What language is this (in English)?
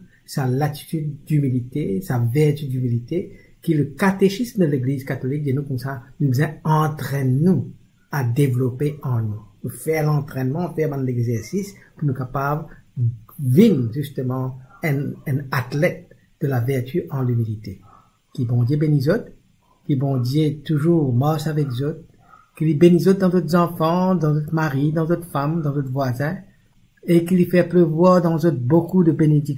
Morisyen